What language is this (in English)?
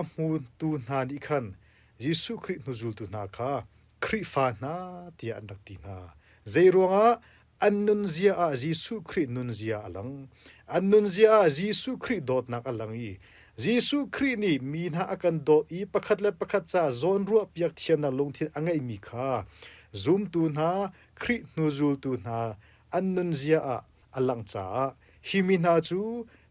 Hakha Chin